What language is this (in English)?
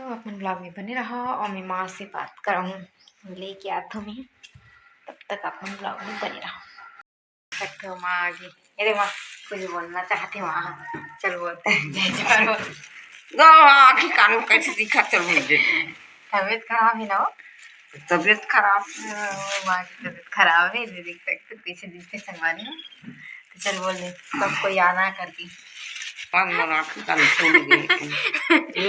Chhattisgarhi